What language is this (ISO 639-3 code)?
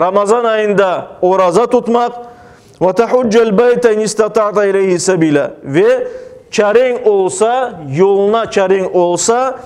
crh